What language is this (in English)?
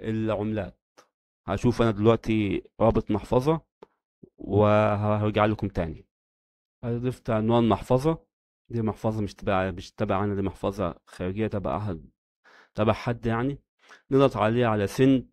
Egyptian Arabic